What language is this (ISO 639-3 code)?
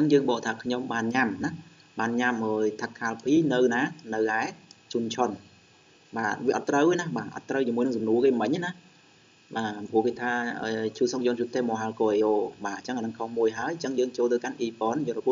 khm